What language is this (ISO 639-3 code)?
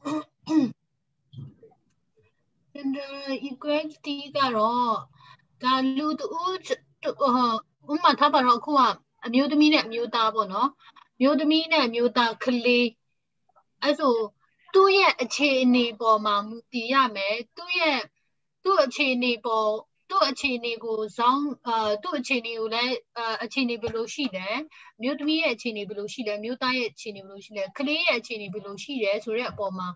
mya